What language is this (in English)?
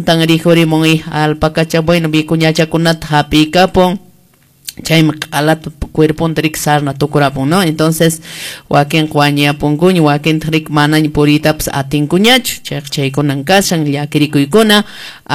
Quechua